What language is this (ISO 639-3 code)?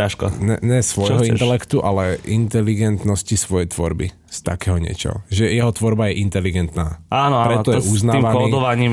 slk